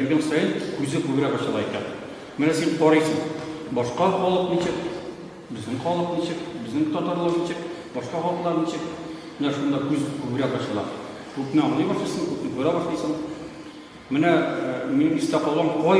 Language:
Tatar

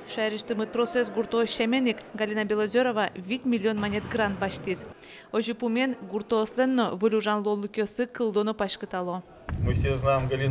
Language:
Udmurt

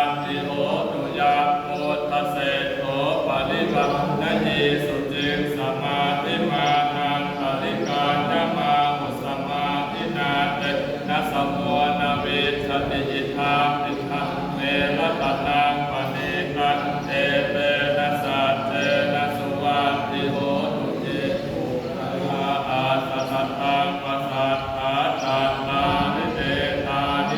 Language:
Pali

